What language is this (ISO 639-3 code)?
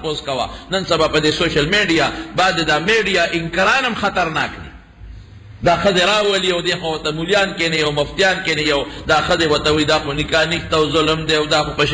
pus